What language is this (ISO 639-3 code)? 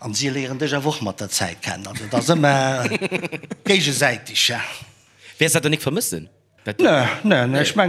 ltz